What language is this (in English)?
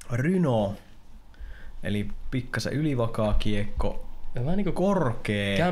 Finnish